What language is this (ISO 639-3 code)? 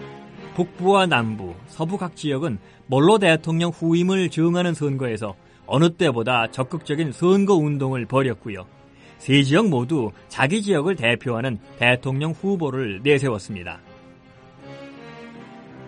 kor